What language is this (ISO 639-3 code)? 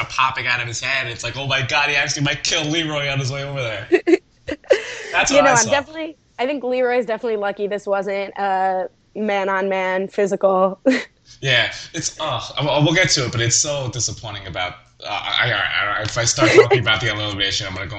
eng